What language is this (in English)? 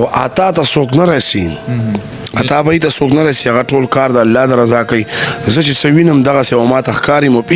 Pashto